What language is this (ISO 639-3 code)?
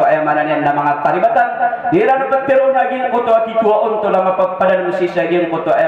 mrw